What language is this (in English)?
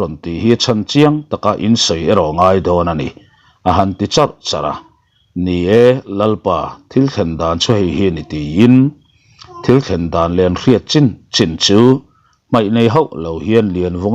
Mizo